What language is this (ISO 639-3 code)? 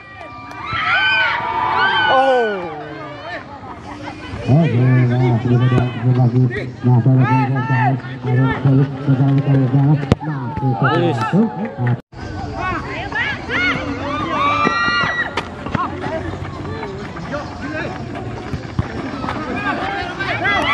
msa